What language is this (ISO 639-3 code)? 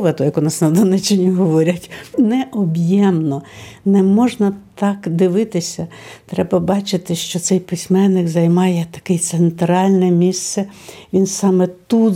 ukr